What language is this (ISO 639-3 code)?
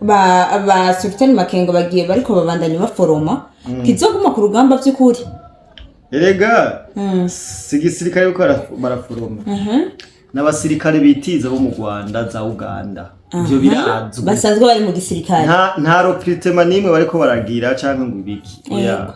run